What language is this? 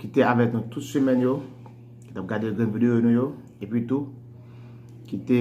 Haitian Creole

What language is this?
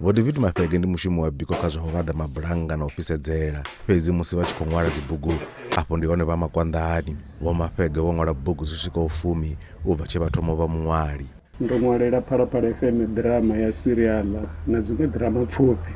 Venda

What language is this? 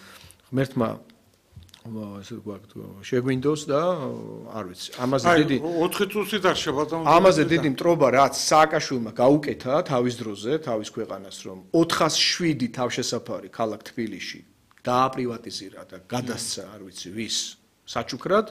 Georgian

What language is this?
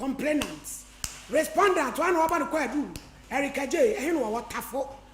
Akan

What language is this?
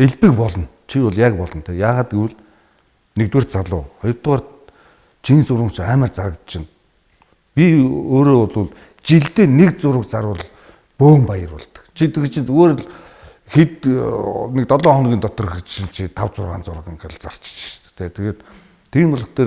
Mongolian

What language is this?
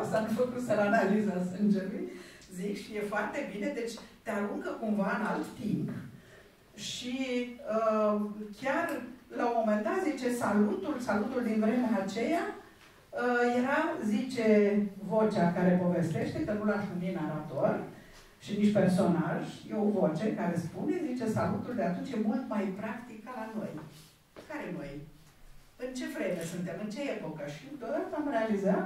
Romanian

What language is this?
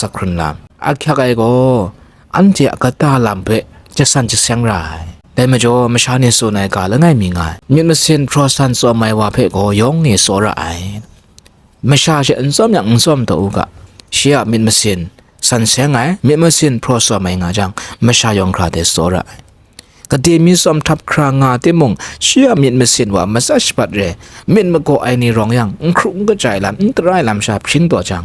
Kachin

